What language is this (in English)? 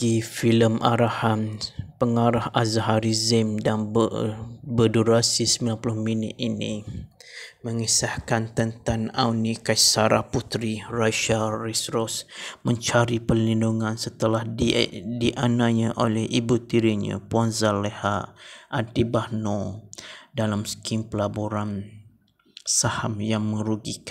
Malay